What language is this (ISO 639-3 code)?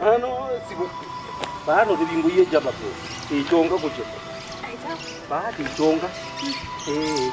kam